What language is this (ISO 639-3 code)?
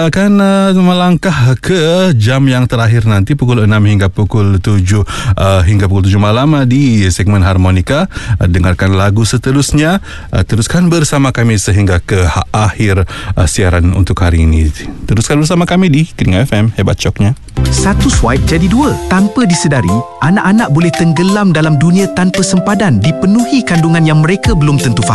msa